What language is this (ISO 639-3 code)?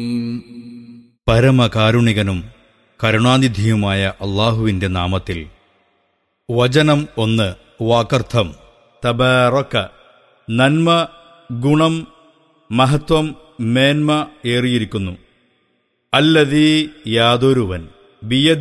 mal